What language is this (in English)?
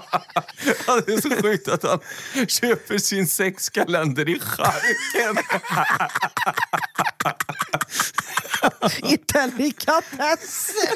Swedish